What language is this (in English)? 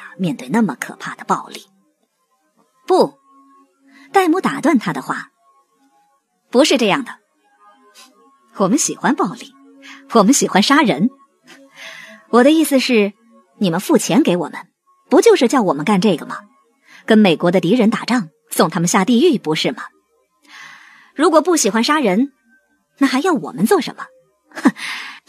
Chinese